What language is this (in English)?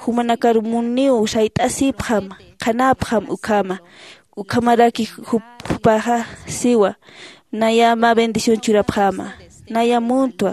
Aymara